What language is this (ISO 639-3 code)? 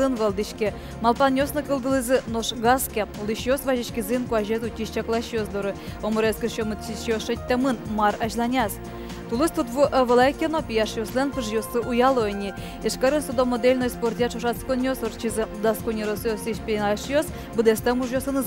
udm